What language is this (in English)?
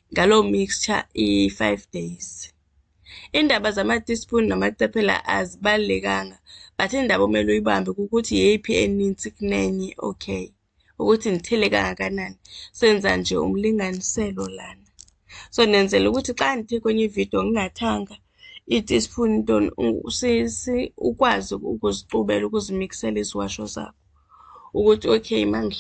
Xhosa